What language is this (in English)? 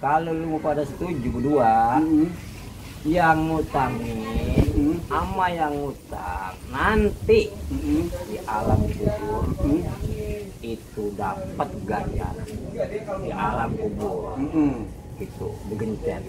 Betawi